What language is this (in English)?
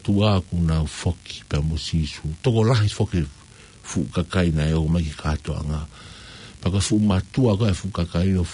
Tongan